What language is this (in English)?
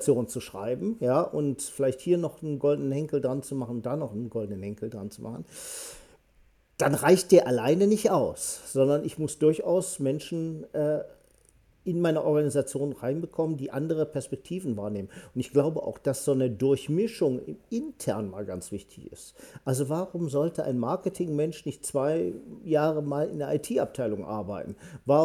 German